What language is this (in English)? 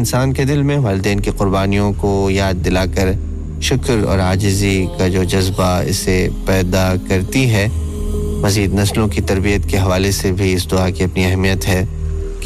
Urdu